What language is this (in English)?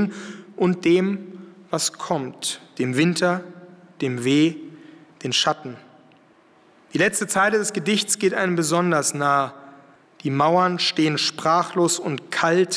German